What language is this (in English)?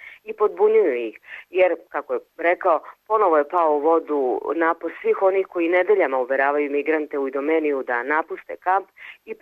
Serbian